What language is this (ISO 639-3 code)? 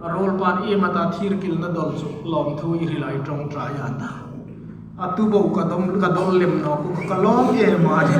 hmr